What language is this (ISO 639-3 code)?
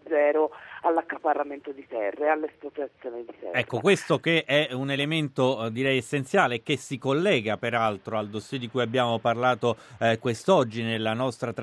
ita